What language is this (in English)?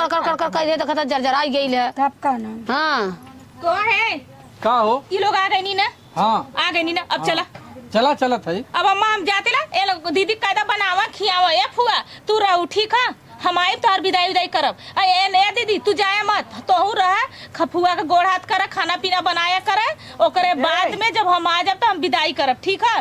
Awadhi